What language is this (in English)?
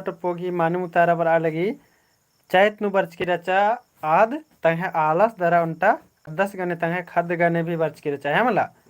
Kurukh